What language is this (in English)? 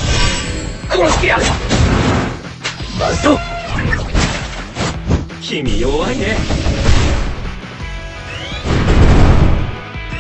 Japanese